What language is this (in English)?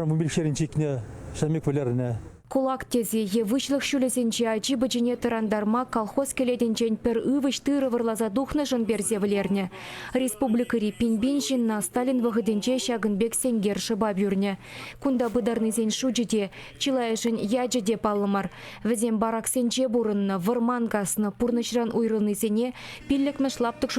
Chuvash